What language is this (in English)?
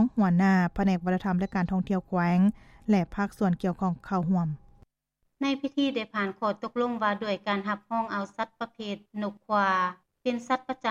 Lao